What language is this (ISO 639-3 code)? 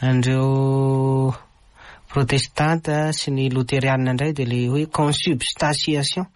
mlg